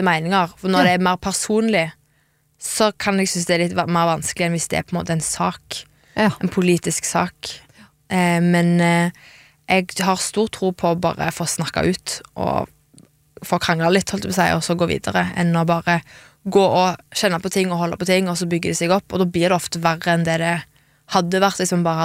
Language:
Norwegian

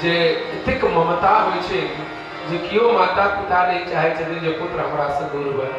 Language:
Maithili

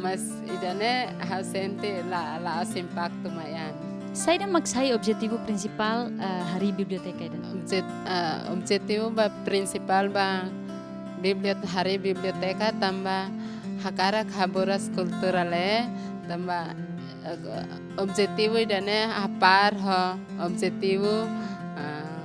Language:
Tetum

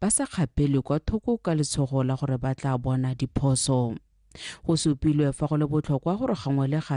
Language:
Tswana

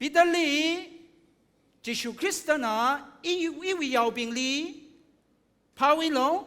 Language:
Tangkhul Naga (India)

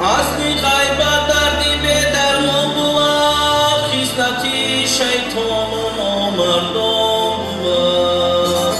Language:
Tajik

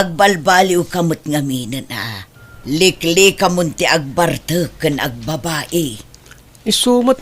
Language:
Iloko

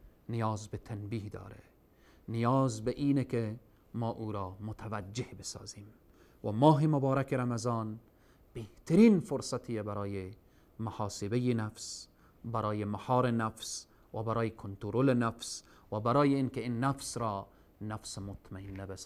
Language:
Persian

